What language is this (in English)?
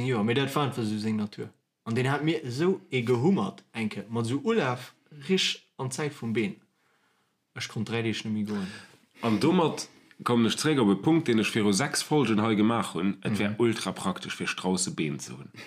Luxembourgish